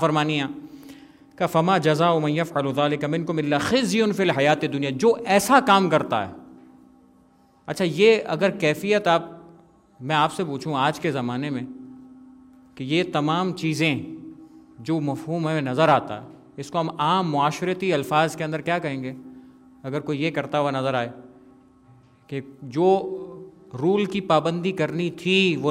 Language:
Urdu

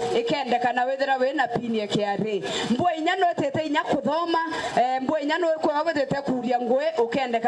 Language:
Meru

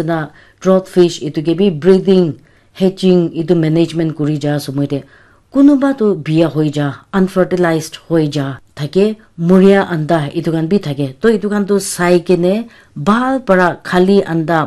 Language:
Naga Pidgin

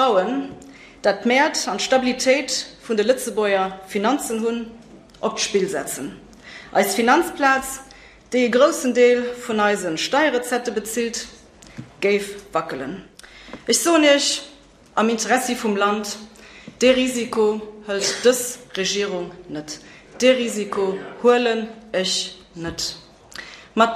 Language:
Luxembourgish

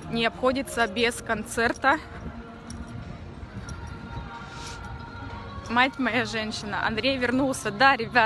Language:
Russian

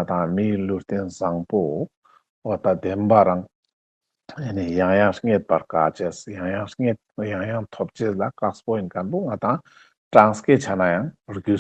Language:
Ladakhi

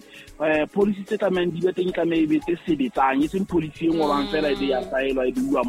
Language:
Southern Sotho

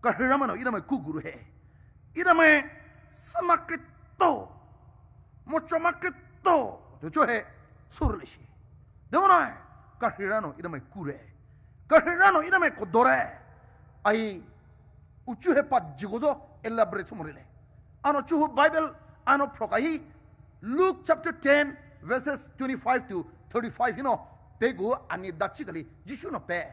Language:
Poumei Naga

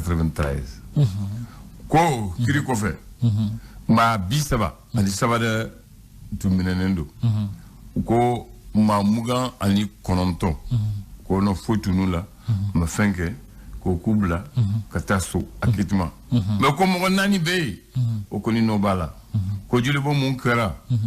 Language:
Bambara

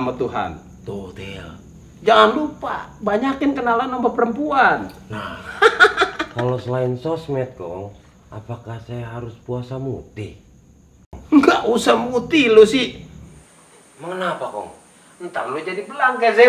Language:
Betawi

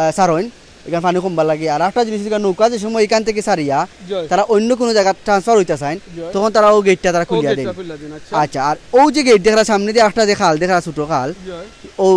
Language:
Sylheti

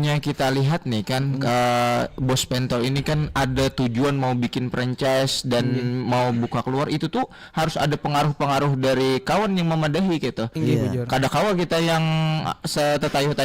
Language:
Banjar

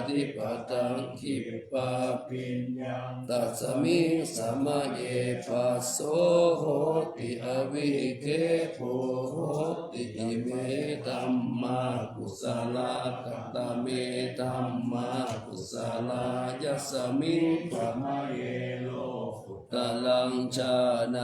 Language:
Pali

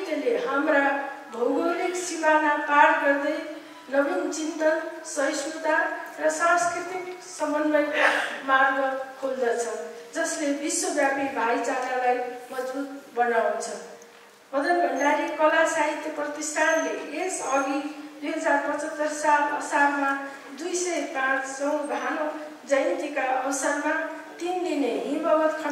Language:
Nepali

